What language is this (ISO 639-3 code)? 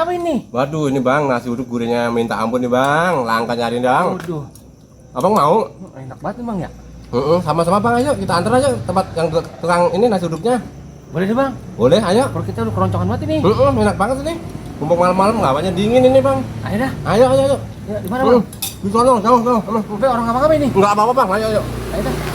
bew